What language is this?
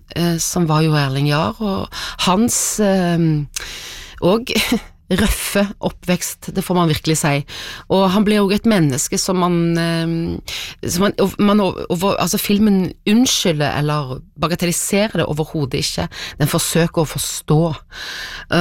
Norwegian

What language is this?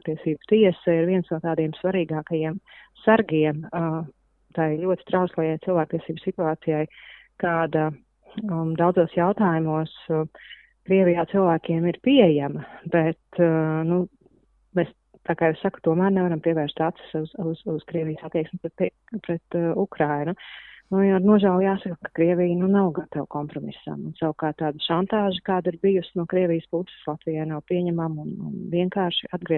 Latvian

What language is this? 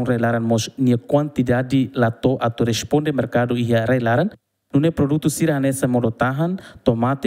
Tetum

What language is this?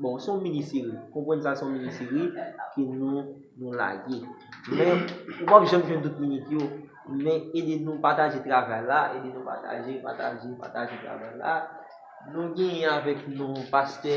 Haitian Creole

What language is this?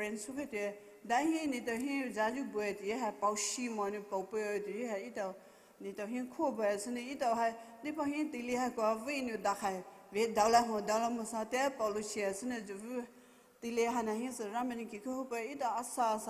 Poumei Naga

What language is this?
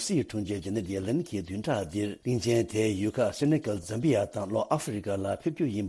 Tibetan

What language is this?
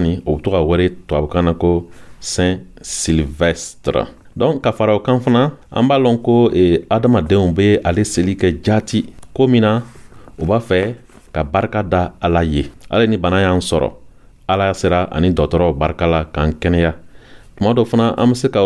Dyula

